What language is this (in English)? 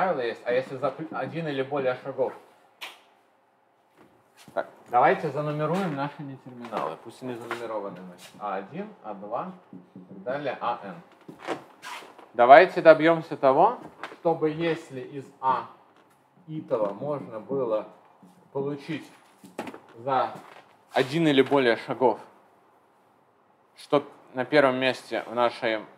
Russian